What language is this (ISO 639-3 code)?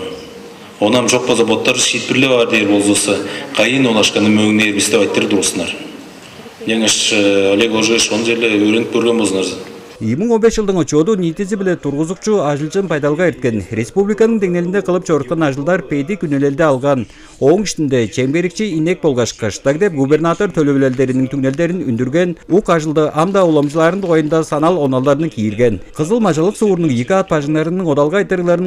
tyv